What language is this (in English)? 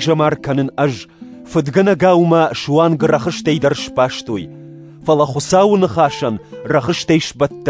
Ossetic